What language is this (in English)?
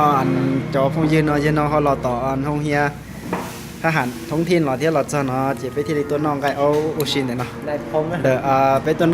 Hmong